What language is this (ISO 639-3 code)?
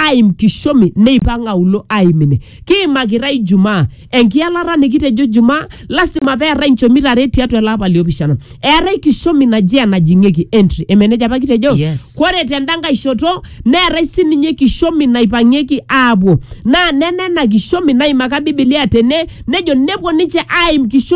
mas